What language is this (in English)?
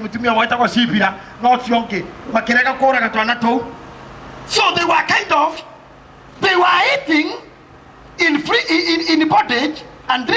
Kikuyu